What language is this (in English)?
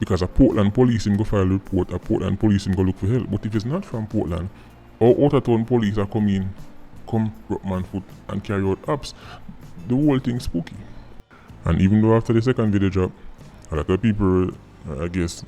Jamaican Creole English